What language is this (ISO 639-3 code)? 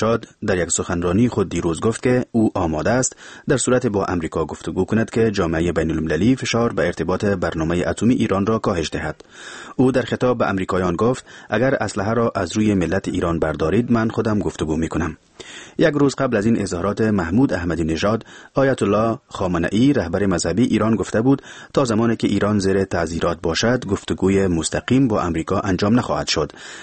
fas